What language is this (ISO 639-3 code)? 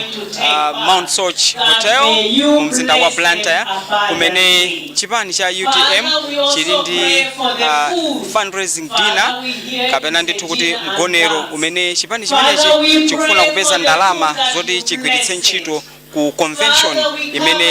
nya